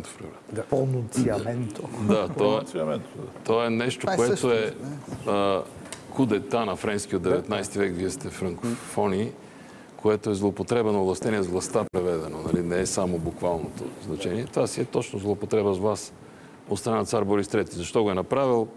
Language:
Bulgarian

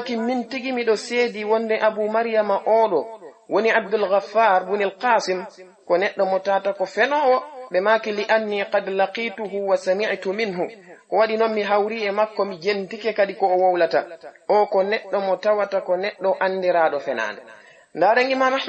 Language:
Fula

